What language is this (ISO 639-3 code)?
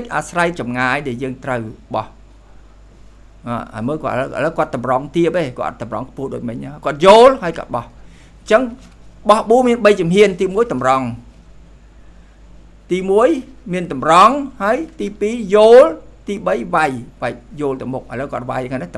khm